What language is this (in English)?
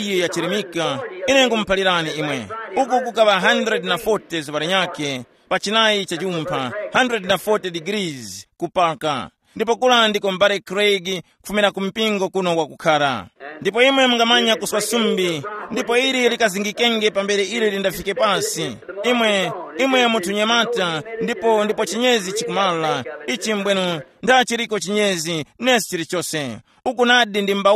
Tumbuka